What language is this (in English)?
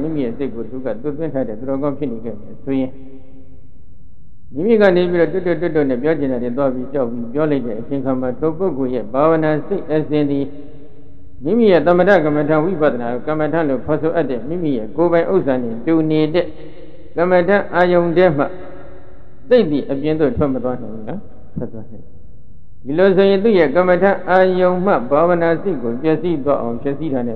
Burmese